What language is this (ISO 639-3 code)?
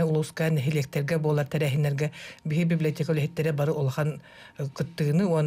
sah